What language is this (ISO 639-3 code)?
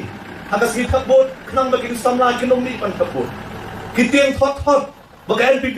kha